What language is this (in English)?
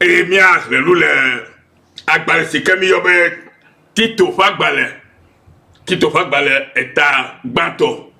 Ewe